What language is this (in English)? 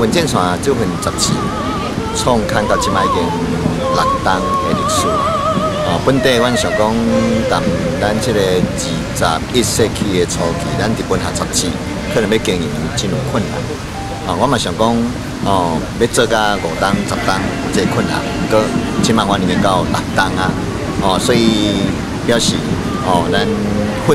Min Nan Chinese